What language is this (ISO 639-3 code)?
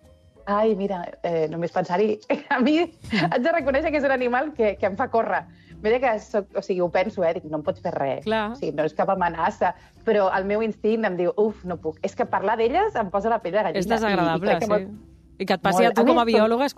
cat